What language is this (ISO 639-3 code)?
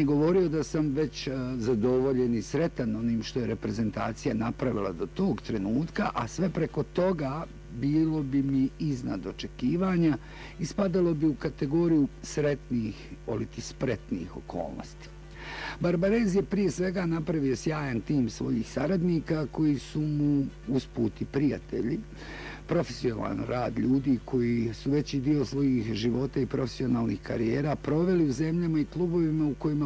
bos